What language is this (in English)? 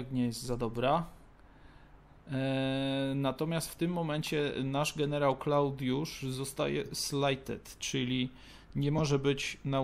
Polish